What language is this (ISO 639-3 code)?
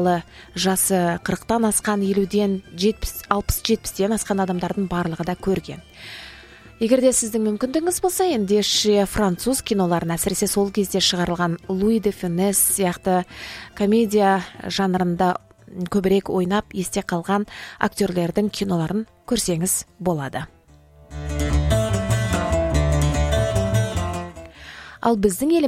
kaz